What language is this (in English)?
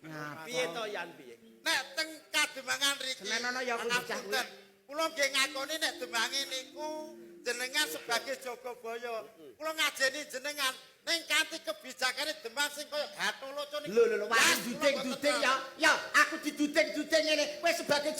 Javanese